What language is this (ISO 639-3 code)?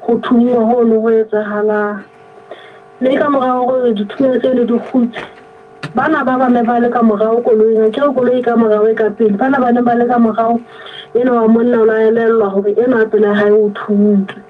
sot